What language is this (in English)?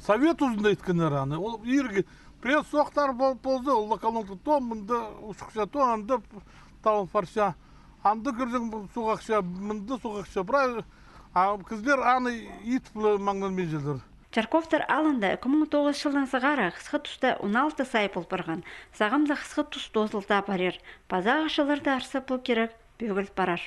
Khakas